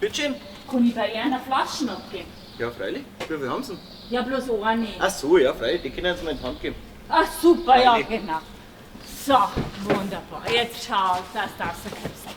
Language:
Bavarian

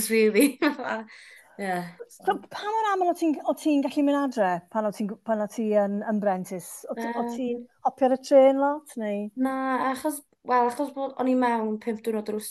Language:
Welsh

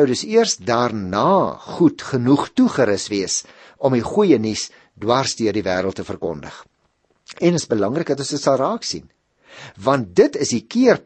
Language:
Afrikaans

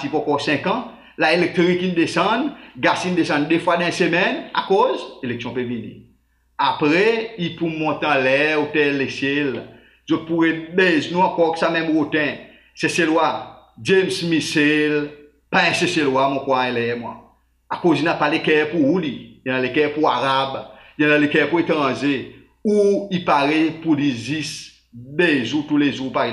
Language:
Seselwa Creole French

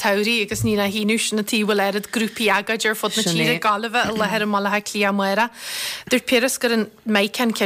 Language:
Irish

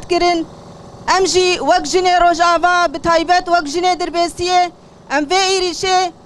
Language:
Kurdish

